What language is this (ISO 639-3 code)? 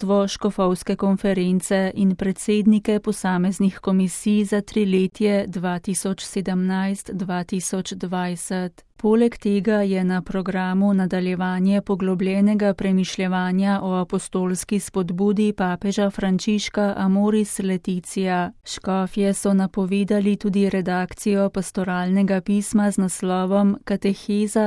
slv